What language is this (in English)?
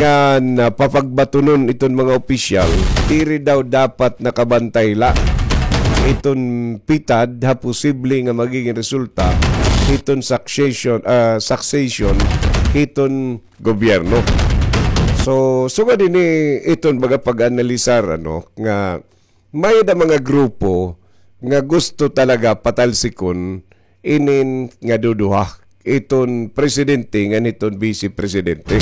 Waray